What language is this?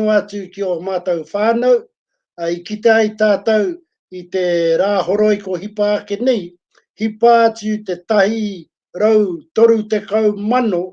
Māori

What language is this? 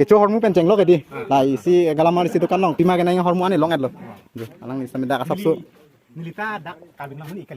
Karbi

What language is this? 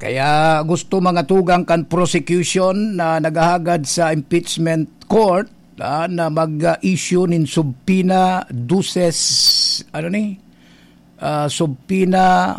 Bikol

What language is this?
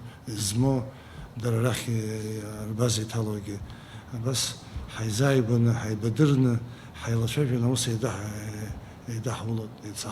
Abkhazian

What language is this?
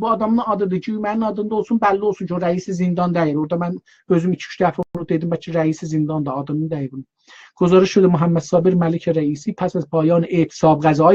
South Azerbaijani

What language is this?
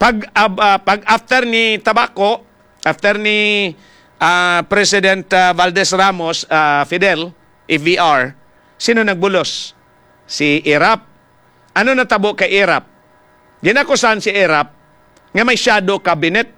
Hiligaynon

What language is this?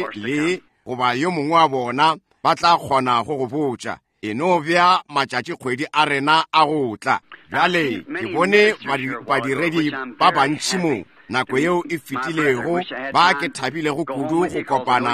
Northern Sotho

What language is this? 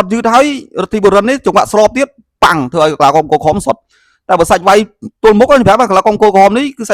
Khmer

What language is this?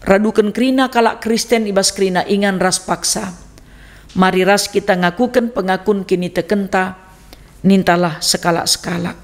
Batak Karo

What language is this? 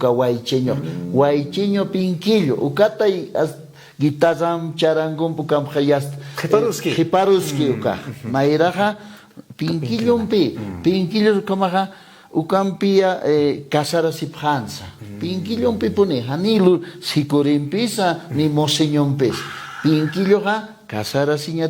Aymara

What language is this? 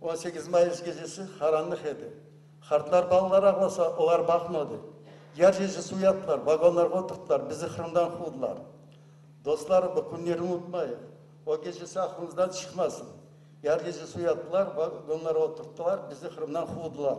Crimean Tatar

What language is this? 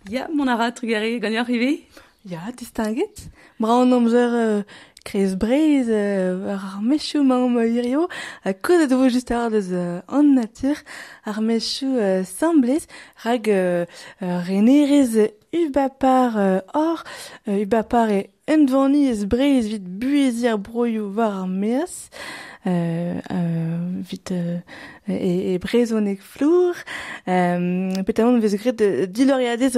Breton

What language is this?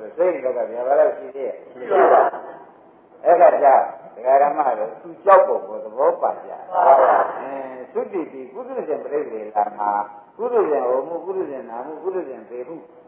Burmese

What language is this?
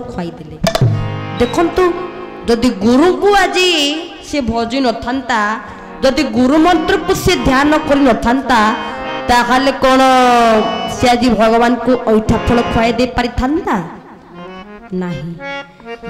Odia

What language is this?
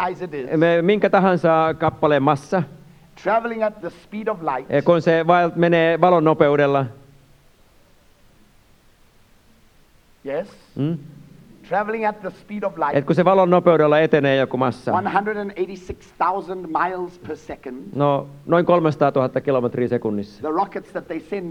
Finnish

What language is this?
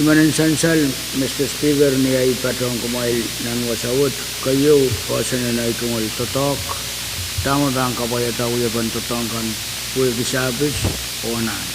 Pohnpeian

